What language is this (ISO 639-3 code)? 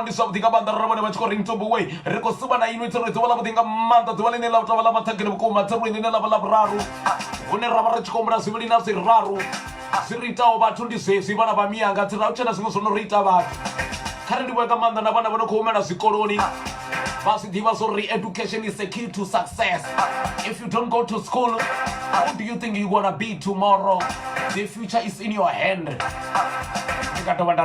ven